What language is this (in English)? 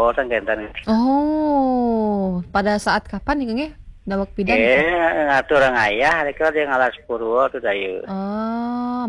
Balinese